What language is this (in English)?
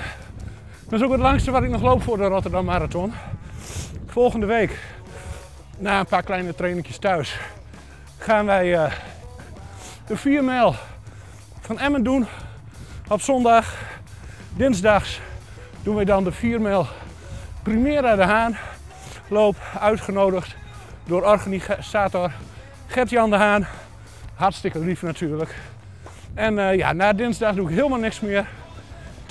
Dutch